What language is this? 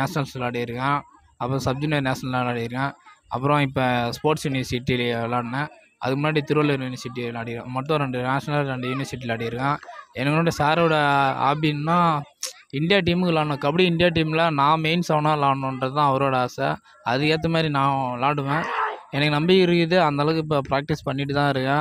Tamil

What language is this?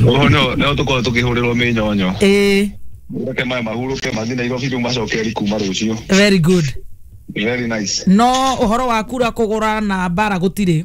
Kikuyu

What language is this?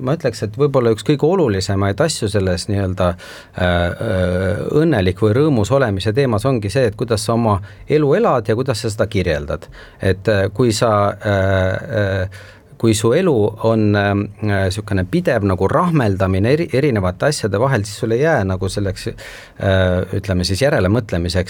Estonian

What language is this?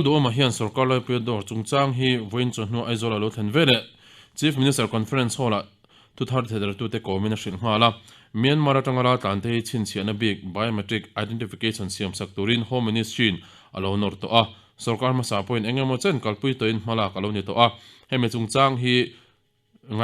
Mizo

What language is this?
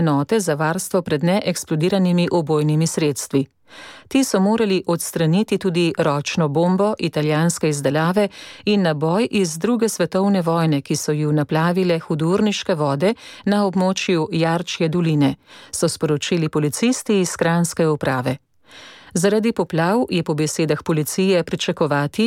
Slovenian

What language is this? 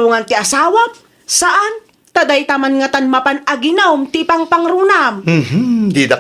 Iloko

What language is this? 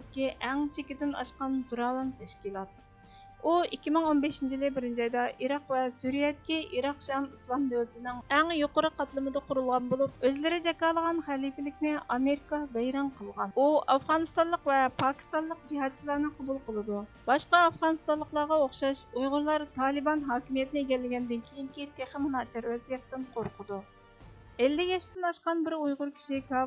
Uyghur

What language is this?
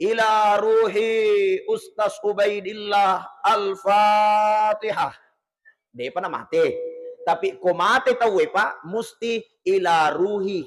Buginese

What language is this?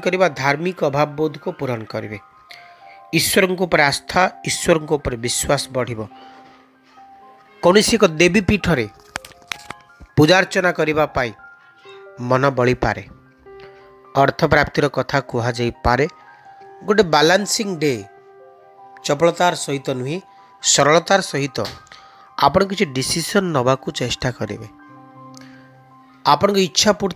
Odia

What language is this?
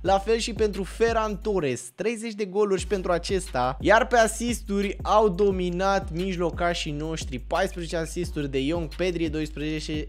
Romanian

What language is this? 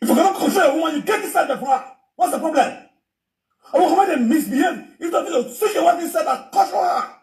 Nigerian Pidgin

